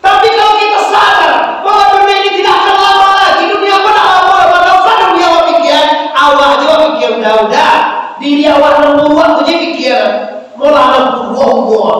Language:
Minangkabau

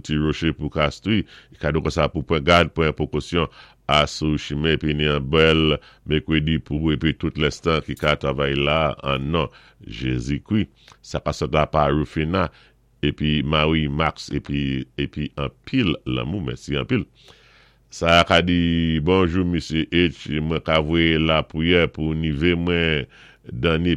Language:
Saint Lucian Creole French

